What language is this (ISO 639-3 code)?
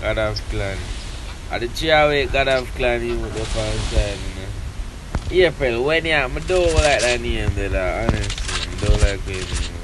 jam